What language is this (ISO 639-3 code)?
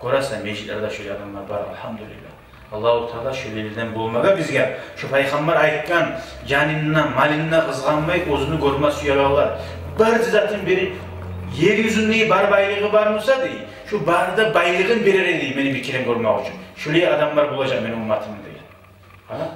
kum